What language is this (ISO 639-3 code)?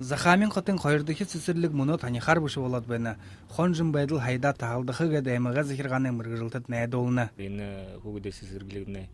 bua